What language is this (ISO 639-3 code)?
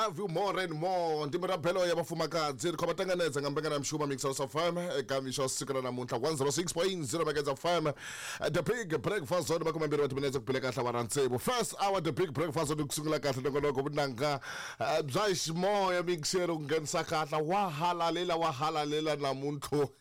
tso